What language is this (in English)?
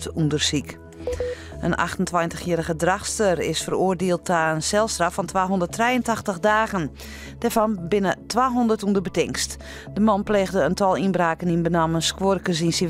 Western Frisian